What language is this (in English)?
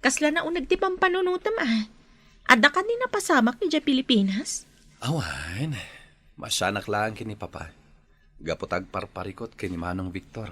Iloko